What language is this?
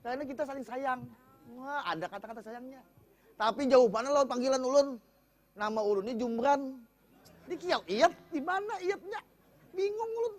Banjar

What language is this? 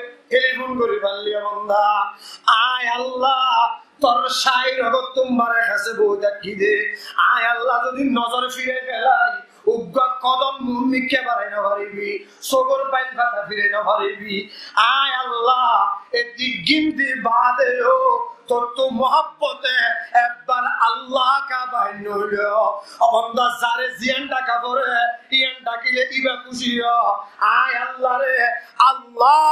Rohingya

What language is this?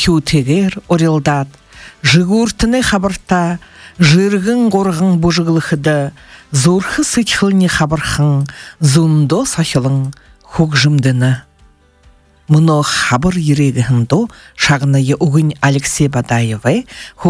Buriat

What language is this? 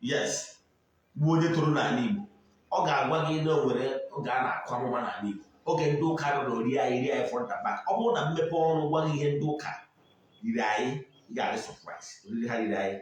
Igbo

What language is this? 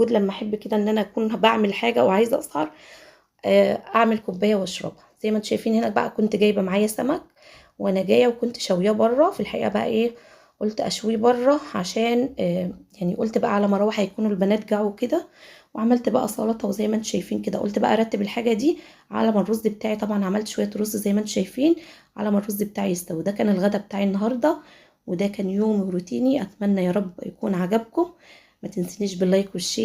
Egyptian Arabic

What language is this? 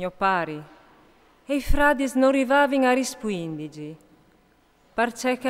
Friulian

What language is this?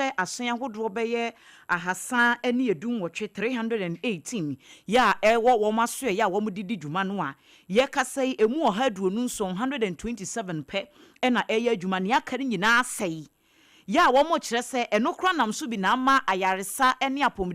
Akan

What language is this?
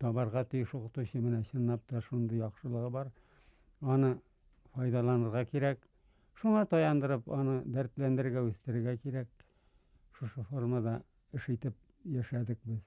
Bashkir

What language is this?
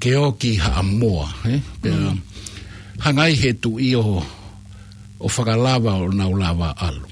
Tongan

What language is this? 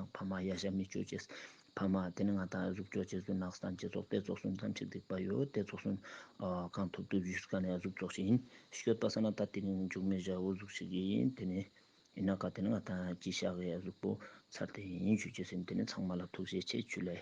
Ladakhi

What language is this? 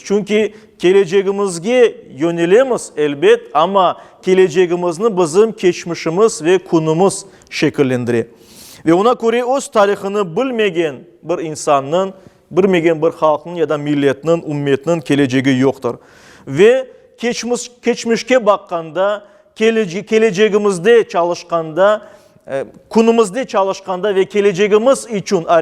Crimean Tatar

